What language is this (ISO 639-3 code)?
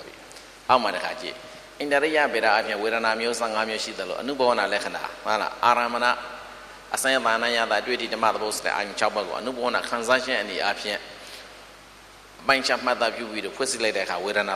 mya